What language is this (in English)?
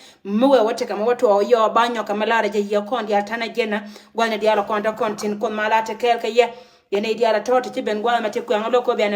Nuer